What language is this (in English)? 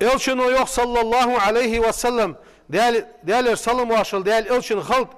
Ingush